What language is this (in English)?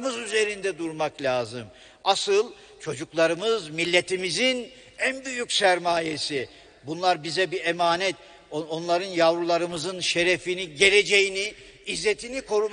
Turkish